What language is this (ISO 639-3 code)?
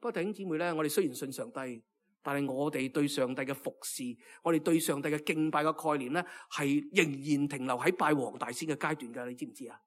yue